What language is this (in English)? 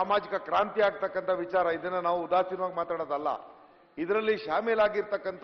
Kannada